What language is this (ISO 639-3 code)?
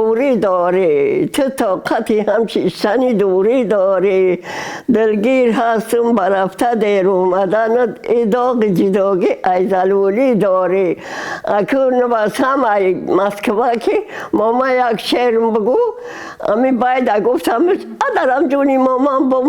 tgk